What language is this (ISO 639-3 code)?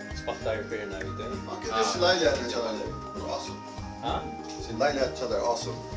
fao